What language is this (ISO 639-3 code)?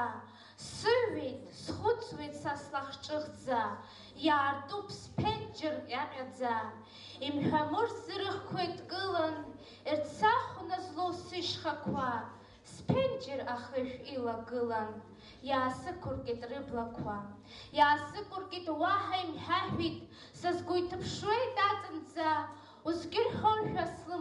abk